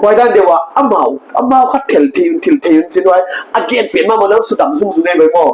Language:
Paite Chin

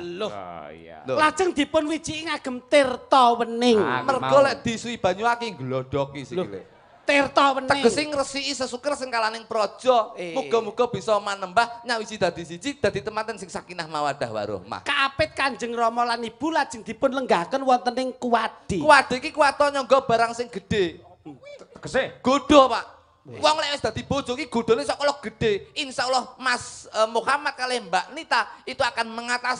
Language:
Javanese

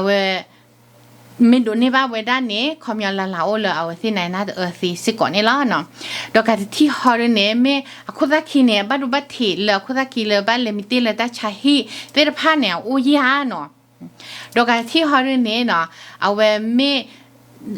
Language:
S'gaw Karen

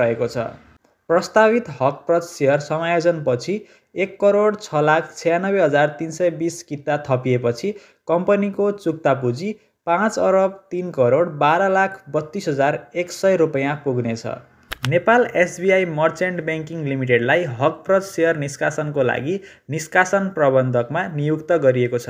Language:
Nepali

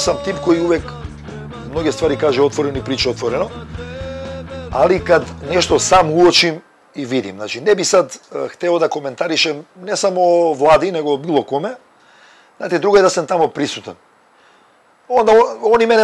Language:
Serbian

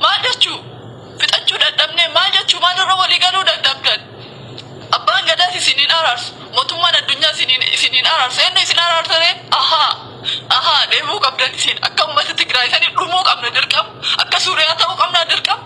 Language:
Oromo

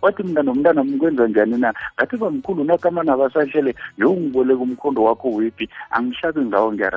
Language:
South Ndebele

